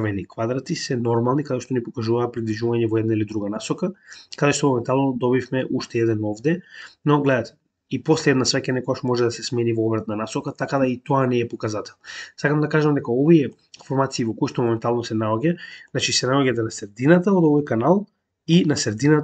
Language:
Macedonian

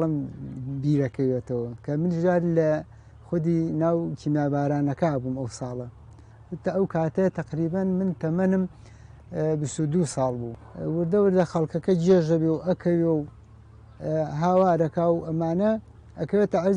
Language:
Central Kurdish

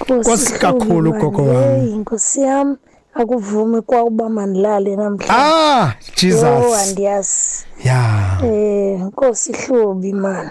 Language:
Xhosa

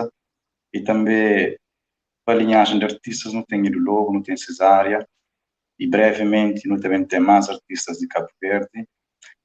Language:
Kabuverdianu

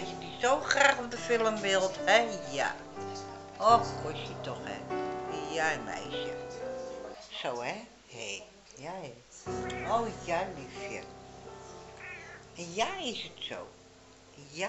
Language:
Dutch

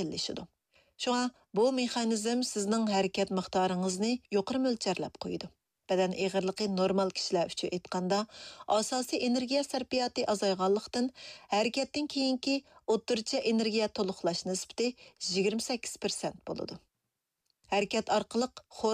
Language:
Uyghur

